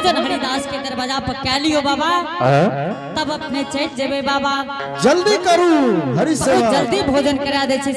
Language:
Angika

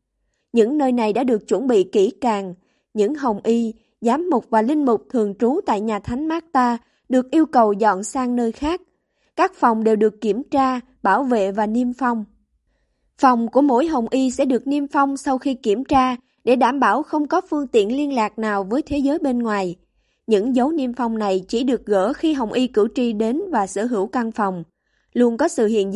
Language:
Vietnamese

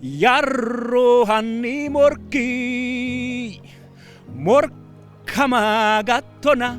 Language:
Sidamo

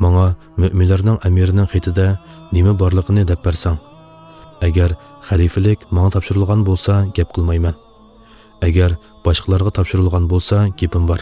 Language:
Uyghur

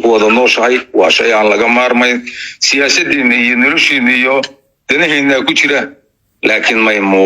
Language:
Somali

